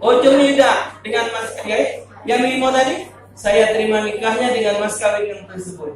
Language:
Musi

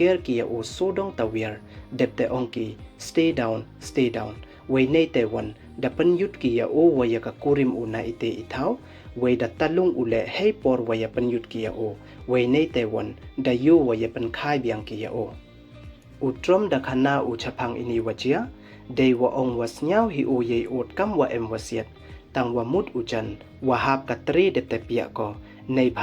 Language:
Pnar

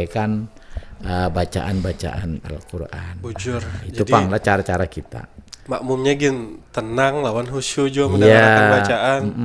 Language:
Banjar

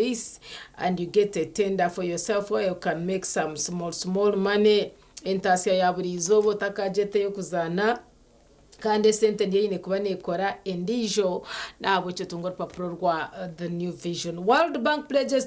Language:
Nyankole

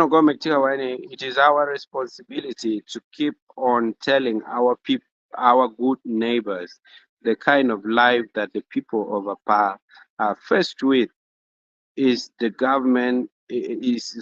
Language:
Acoli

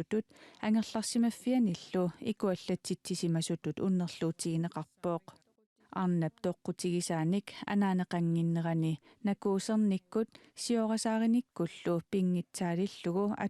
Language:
Kalaallisut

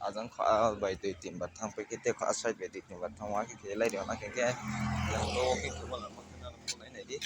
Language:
Kok Borok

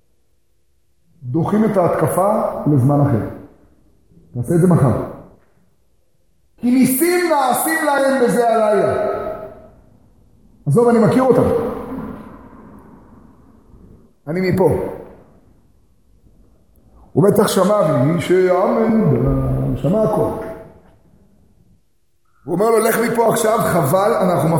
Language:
Hebrew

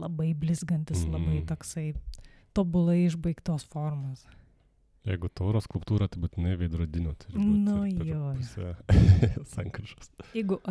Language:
Lithuanian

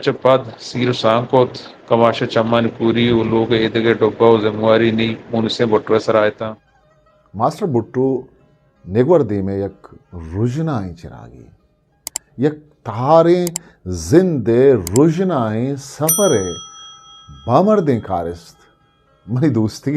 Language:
Eastern Balochi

